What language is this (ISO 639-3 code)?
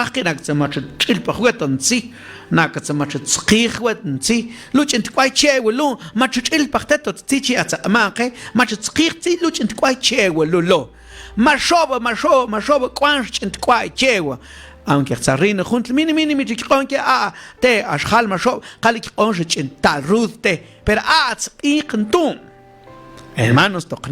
mam